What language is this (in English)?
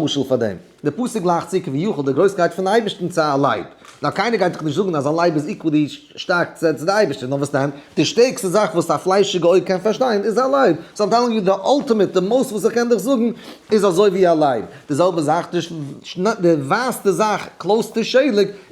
Yiddish